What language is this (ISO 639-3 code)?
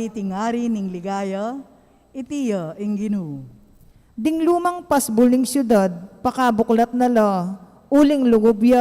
pam